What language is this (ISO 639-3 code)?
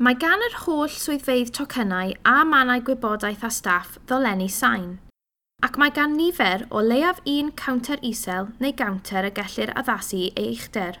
cym